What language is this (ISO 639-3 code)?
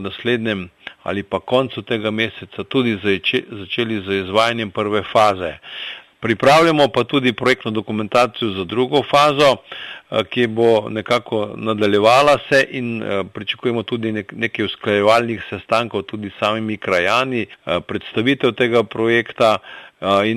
slv